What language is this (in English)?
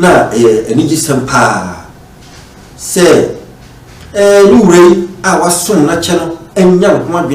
Akan